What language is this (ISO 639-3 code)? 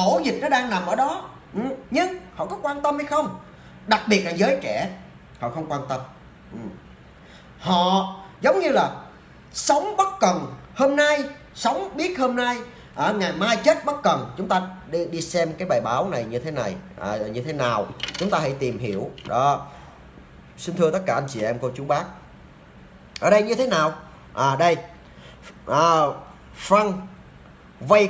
vie